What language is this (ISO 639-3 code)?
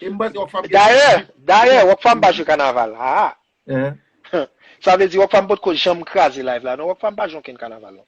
hat